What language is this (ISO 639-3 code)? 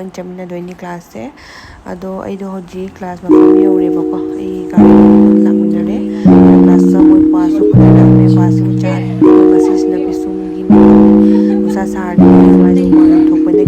mni